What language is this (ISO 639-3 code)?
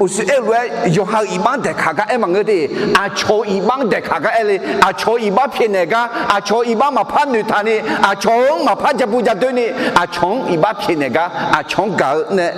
ahk